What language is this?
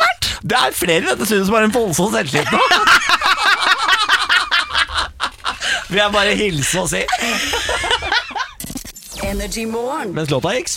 Norwegian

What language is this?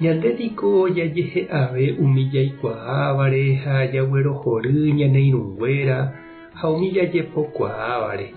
Guarani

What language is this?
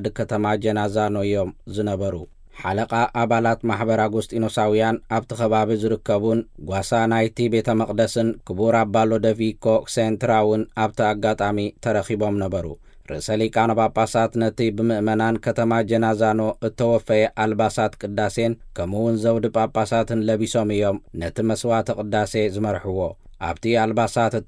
Tigrinya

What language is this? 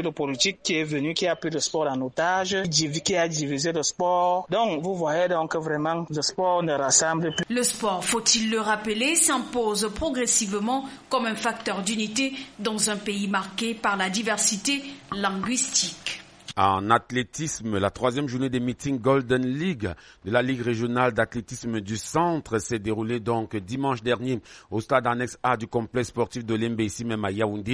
French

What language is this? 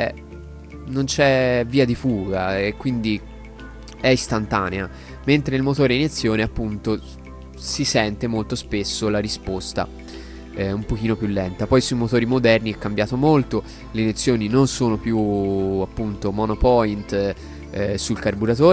Italian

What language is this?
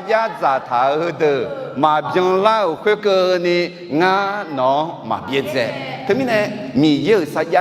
Akha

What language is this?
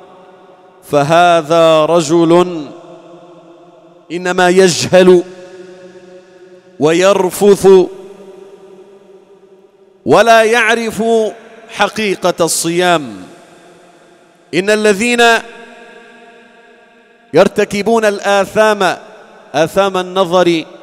Arabic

